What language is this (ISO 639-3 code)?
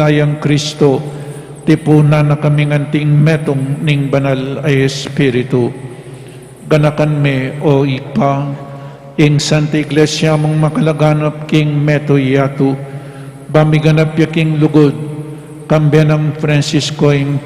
pam